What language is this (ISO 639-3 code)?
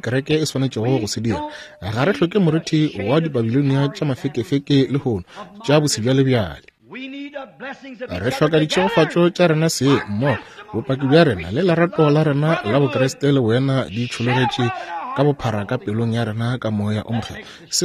nso